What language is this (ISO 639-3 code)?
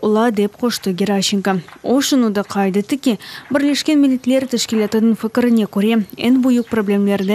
crh